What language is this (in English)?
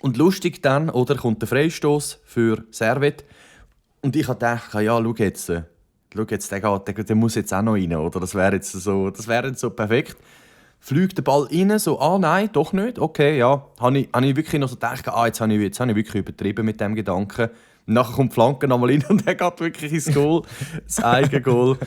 Swiss German